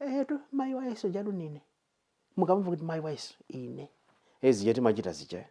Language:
Nyanja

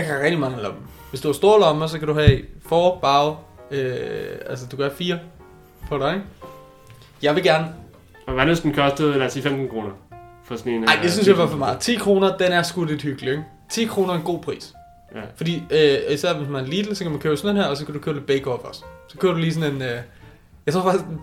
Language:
Danish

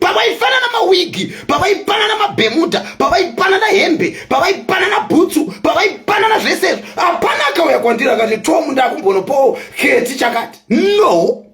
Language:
Shona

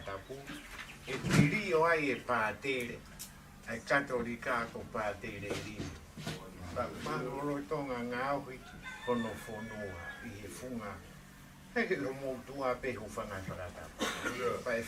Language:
Tongan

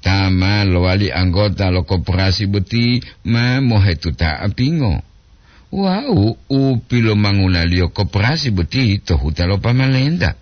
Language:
Gorontalo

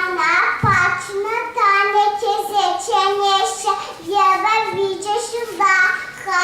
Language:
Chuvash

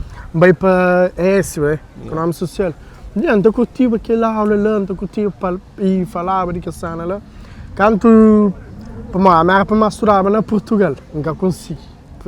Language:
Kabuverdianu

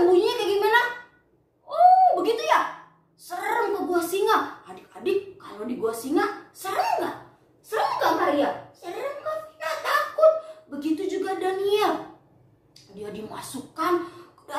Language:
Indonesian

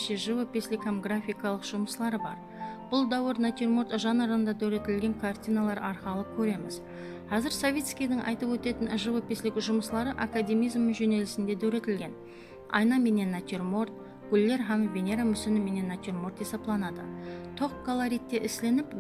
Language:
Kara-Kalpak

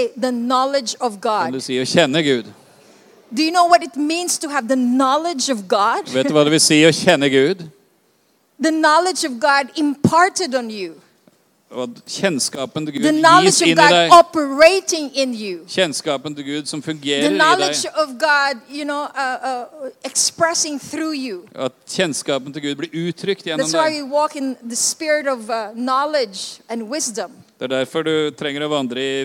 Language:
Norwegian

